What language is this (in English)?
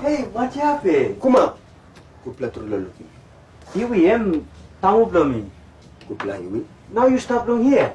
Tok Pisin